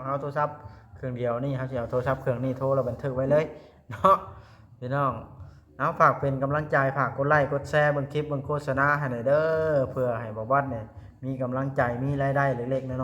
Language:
Lao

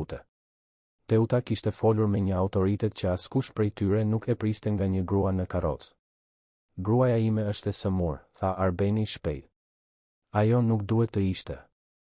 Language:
Albanian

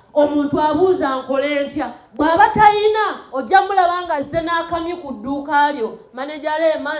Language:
Ganda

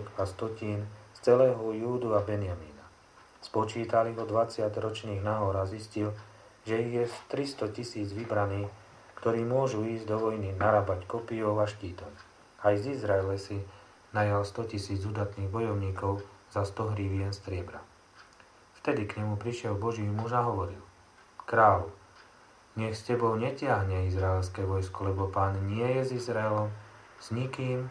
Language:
Slovak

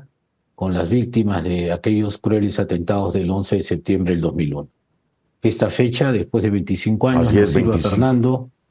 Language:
Spanish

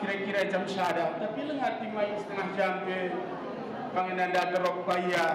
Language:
Batak Karo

